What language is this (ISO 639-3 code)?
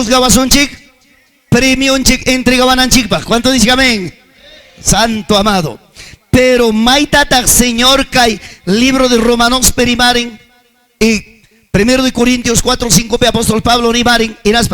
quy